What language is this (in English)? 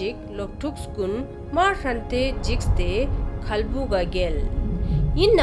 Ladakhi